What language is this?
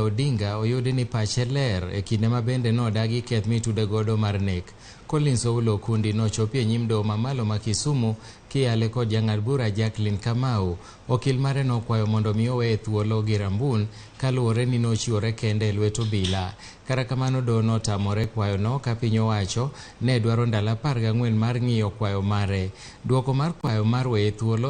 Luo (Kenya and Tanzania)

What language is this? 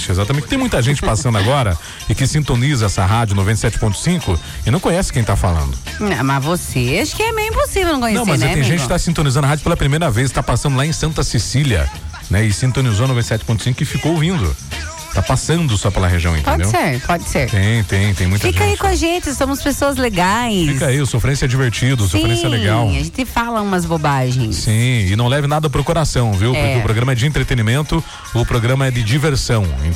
Portuguese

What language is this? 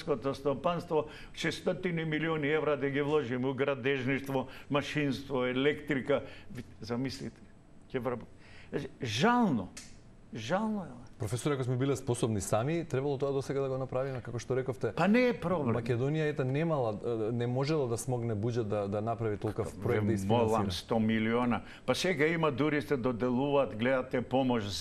Macedonian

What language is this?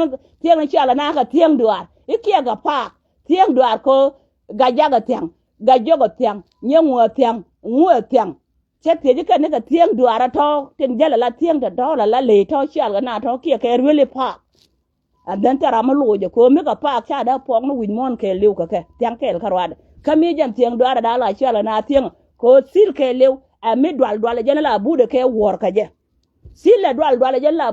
Nuer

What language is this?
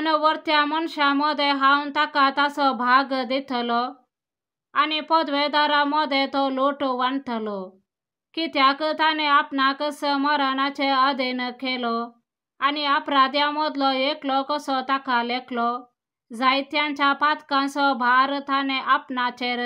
Konkani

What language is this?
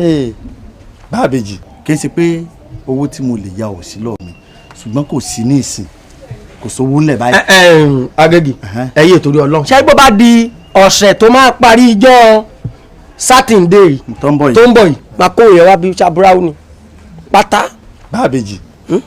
Yoruba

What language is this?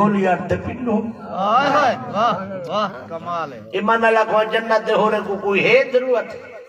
Saraiki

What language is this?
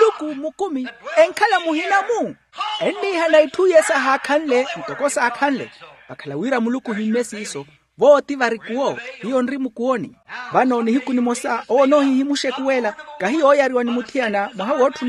Makhuwa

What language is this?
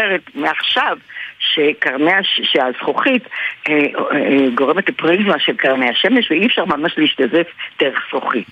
Hebrew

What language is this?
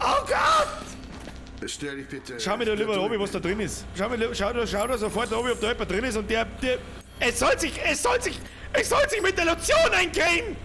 Bavarian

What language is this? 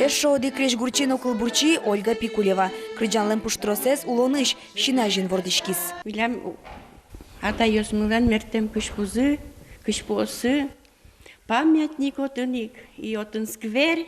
Udmurt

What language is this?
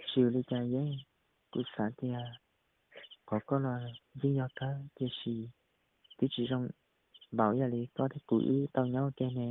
Hmong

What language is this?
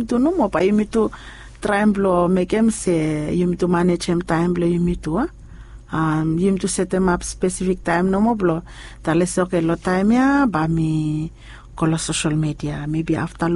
Bislama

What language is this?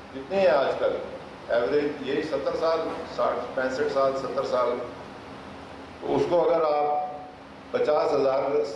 Urdu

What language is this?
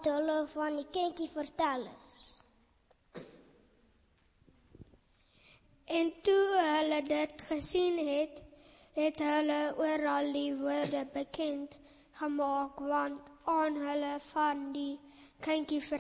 Afrikaans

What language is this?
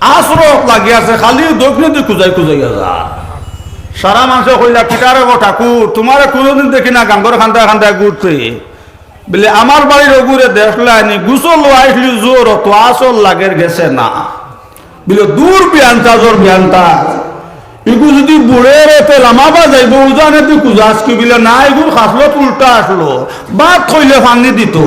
Sylheti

